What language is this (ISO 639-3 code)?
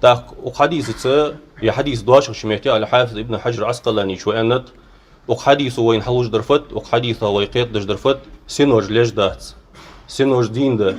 inh